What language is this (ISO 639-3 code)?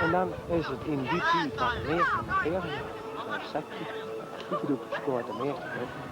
fry